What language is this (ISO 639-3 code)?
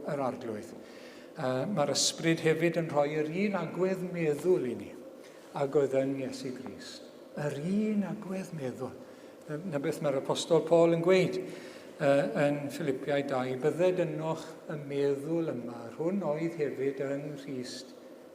cym